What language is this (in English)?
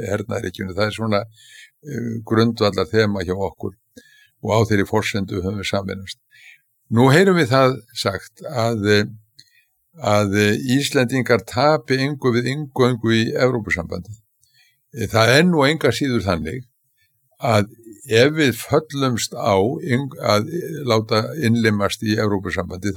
Icelandic